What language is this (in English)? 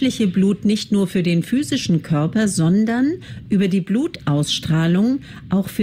German